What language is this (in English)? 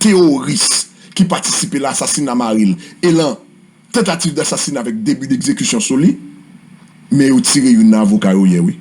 Haitian Creole